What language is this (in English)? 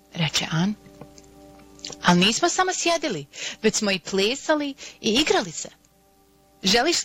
Bosnian